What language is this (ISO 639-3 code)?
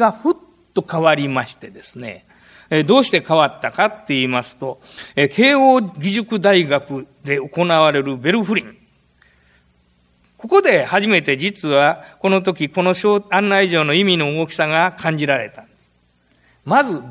jpn